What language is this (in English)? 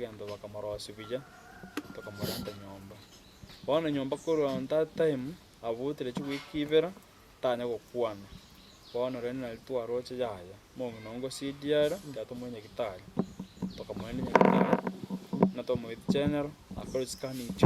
Gusii